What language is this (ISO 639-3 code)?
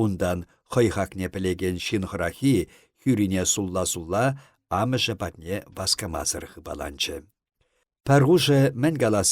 chv